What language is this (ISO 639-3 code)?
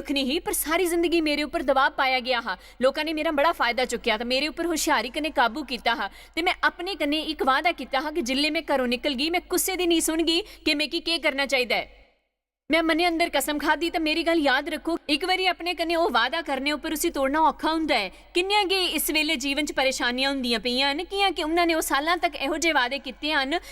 doi